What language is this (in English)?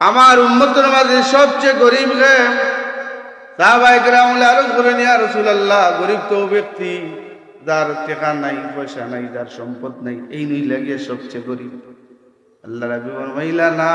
Sylheti